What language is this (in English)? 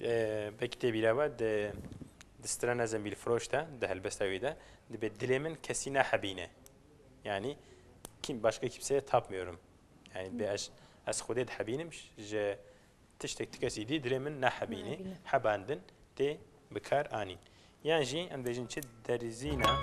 Kurdish